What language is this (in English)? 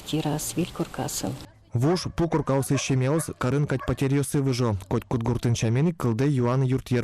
Udmurt